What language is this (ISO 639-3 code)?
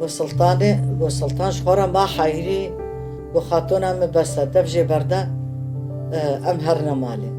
kur